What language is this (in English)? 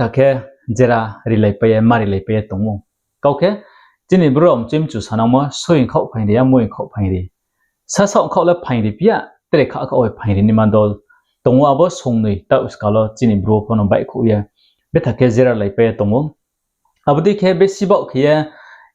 Riang (India)